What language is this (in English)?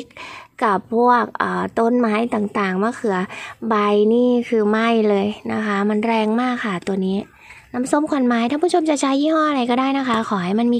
Thai